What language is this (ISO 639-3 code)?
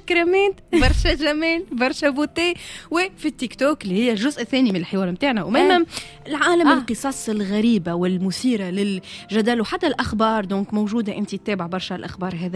aeb